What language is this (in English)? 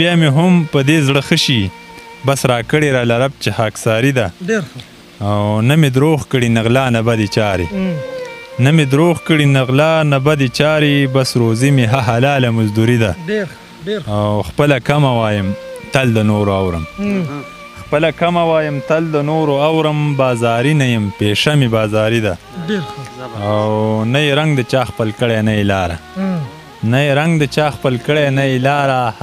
Pashto